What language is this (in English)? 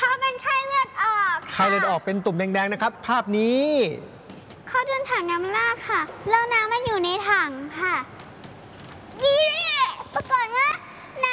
Thai